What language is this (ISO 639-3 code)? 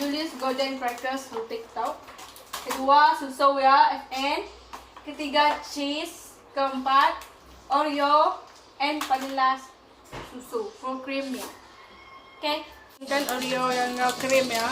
iba